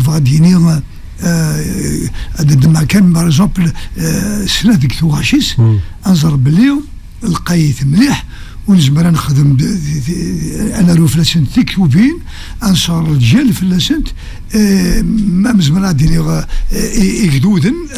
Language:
Kabyle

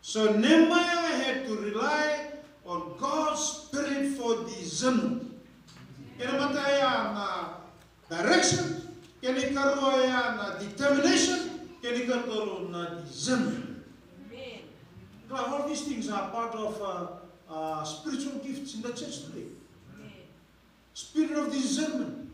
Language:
Fijian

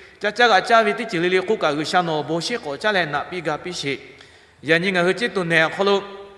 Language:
Lahu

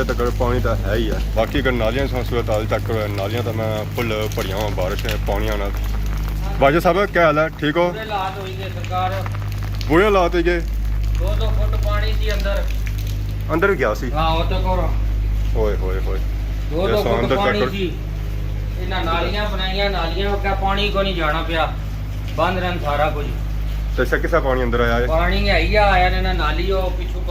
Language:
Pahari-Potwari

